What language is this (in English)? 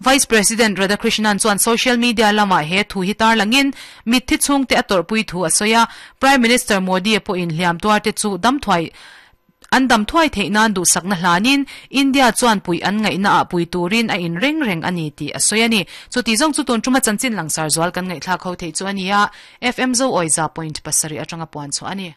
Mizo